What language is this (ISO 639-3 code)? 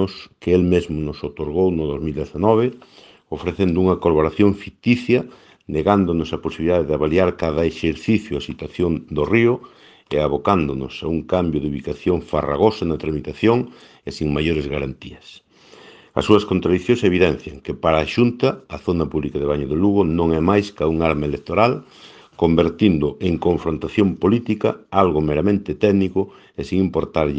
glg